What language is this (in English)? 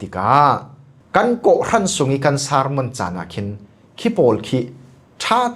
Falam Chin